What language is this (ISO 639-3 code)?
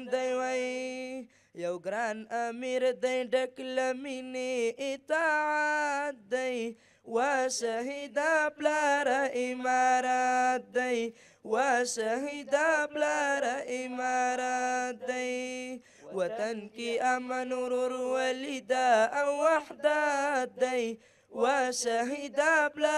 pus